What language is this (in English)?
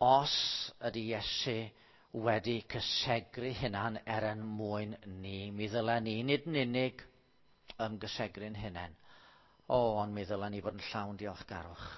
Welsh